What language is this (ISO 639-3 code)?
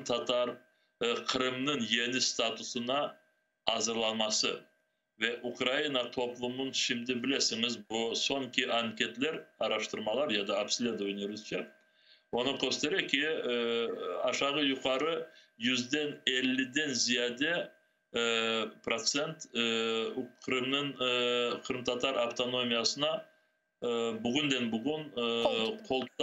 crh